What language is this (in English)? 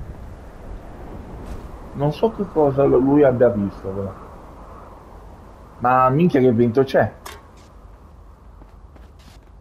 Italian